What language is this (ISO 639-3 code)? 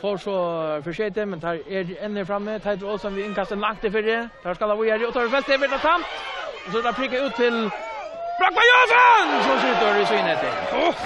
fao